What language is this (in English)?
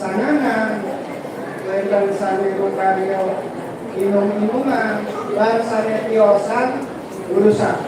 Balinese